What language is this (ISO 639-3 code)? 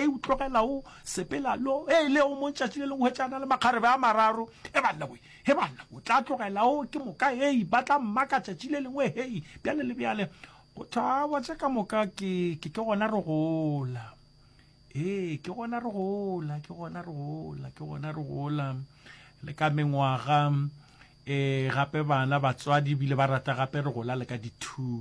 nso